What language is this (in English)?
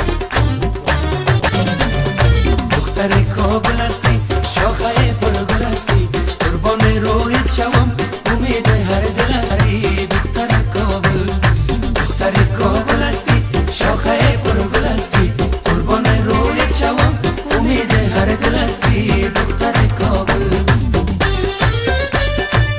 Persian